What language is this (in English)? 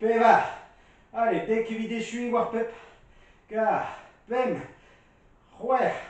Breton